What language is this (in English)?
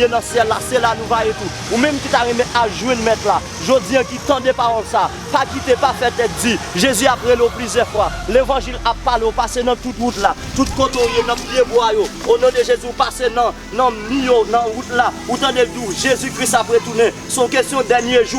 Haitian Creole